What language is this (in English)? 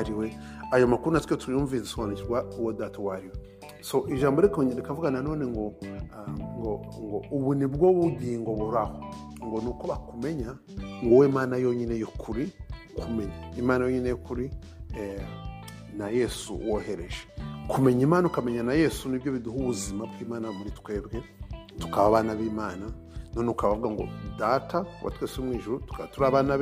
Kinyarwanda